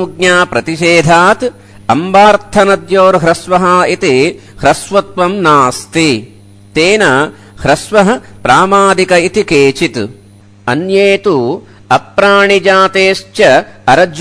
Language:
Sanskrit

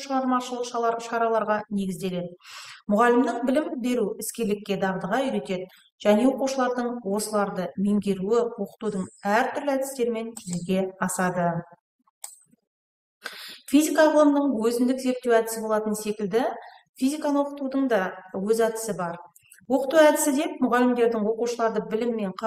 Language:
Kazakh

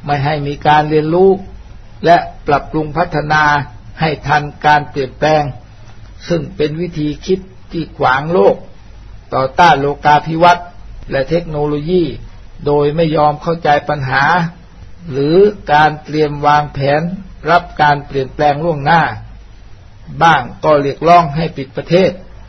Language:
Thai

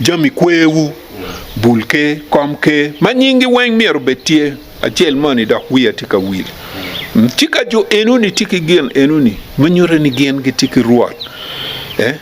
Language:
Acoli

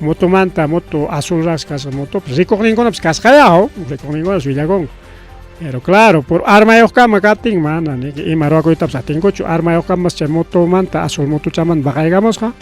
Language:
Ayacucho Quechua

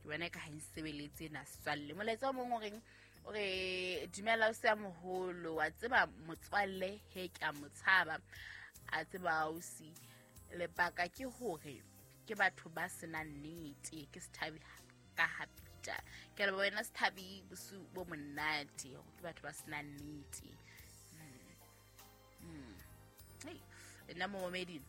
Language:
Southern Sotho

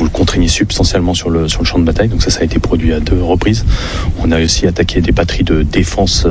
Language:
French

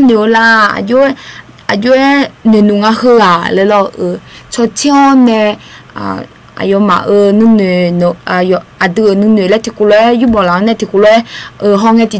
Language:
Akha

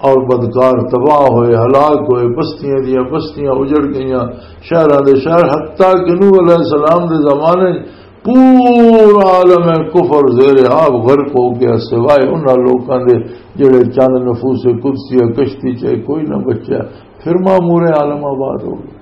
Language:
Western Panjabi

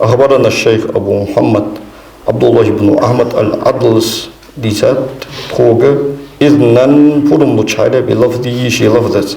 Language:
Ingush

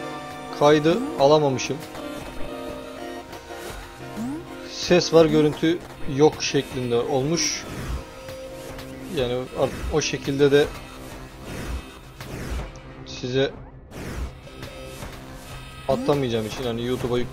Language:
Turkish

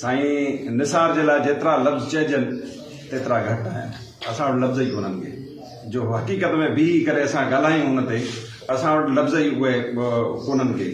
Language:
Sindhi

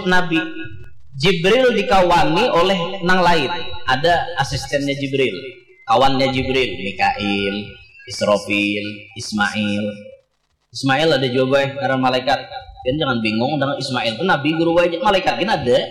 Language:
Banjar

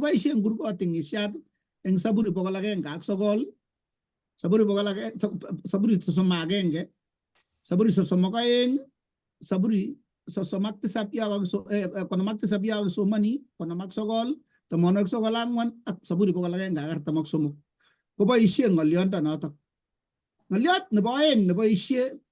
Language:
Kalenjin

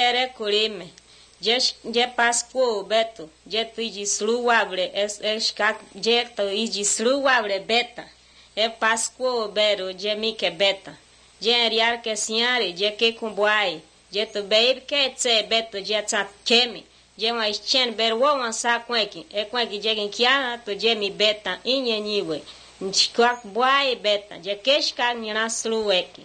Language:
Serbian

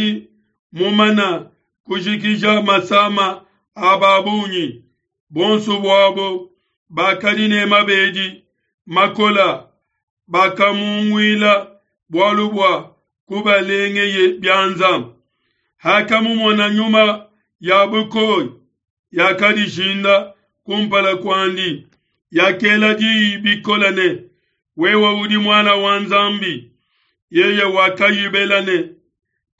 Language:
Luba-Lulua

